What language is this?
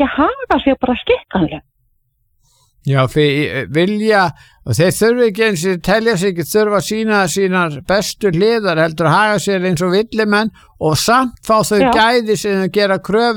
Icelandic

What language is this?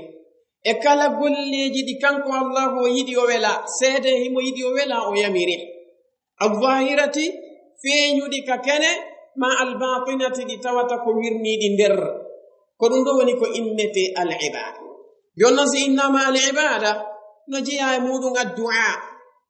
Fula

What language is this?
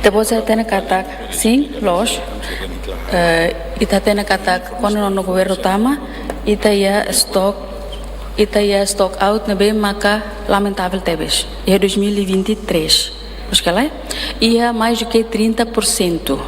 Tetum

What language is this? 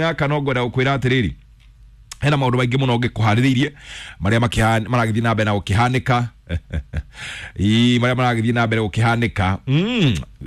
Kikuyu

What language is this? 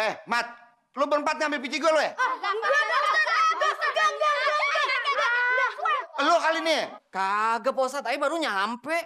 Betawi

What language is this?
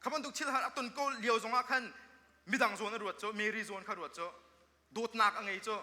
Hakha Chin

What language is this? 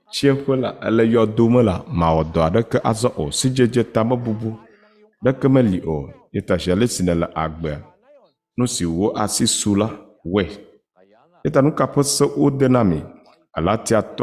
Ewe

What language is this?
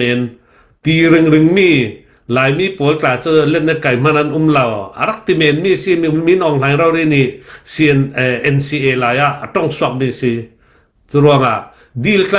Falam Chin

